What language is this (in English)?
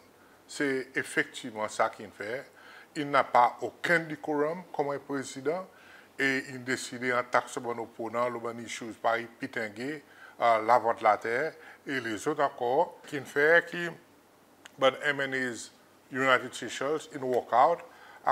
Seselwa Creole French